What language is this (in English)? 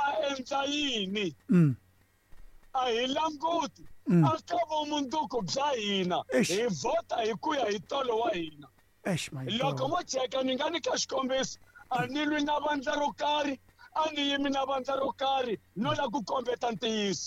Tsonga